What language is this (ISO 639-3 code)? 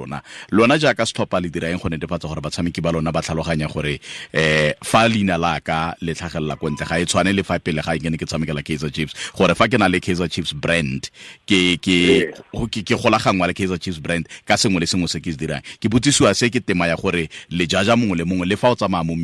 tsn